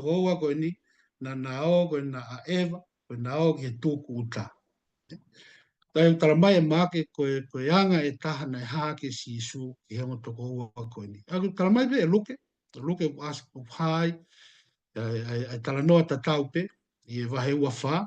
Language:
Tongan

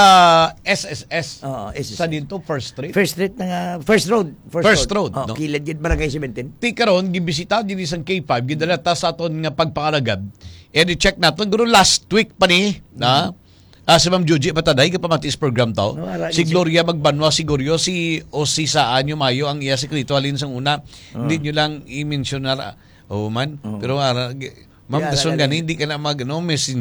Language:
Hiligaynon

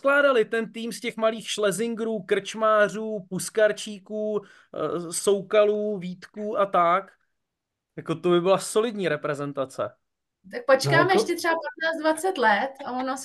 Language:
Czech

